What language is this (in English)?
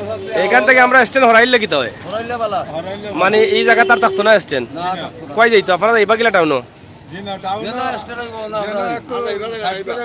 Sylheti